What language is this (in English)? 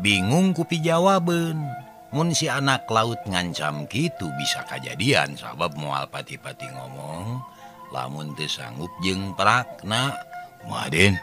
Sundanese